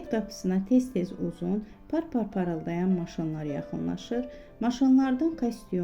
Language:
Azerbaijani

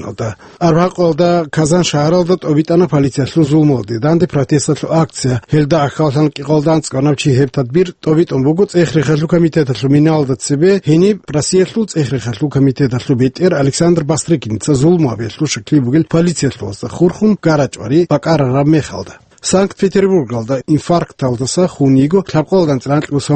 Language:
Avaric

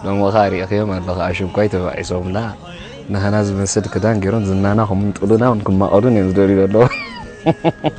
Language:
Tigrinya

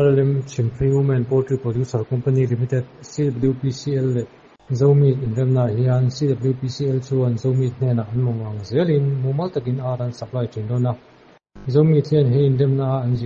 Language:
Mizo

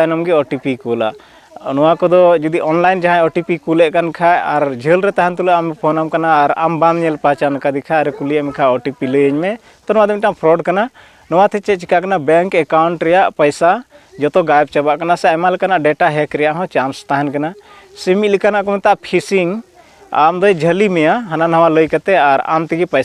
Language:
Santali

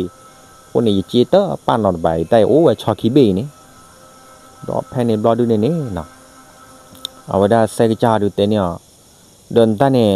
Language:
S'gaw Karen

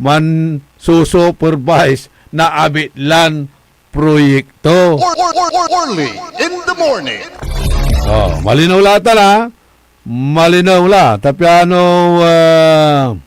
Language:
Pangasinan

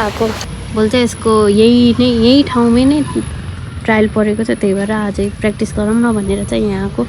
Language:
Nepali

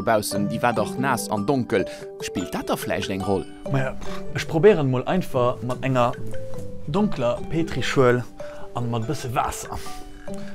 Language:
Luxembourgish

